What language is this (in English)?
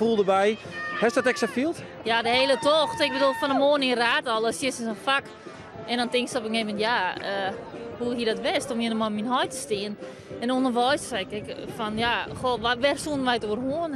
Western Frisian